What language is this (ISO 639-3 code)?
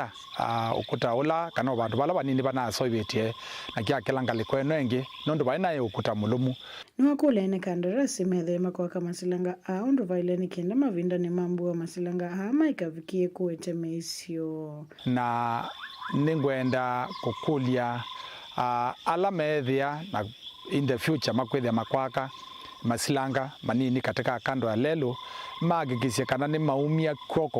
kam